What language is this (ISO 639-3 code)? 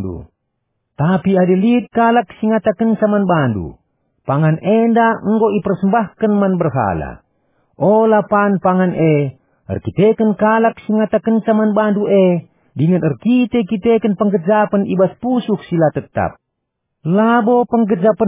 btx